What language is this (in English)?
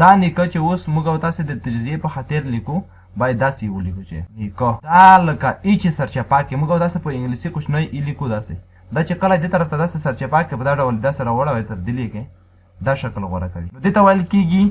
Pashto